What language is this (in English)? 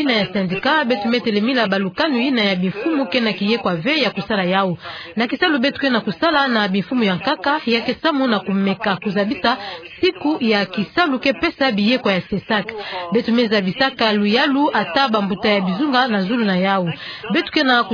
Kituba (Democratic Republic of Congo)